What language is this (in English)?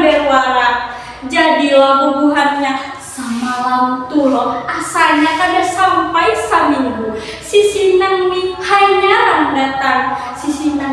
Banjar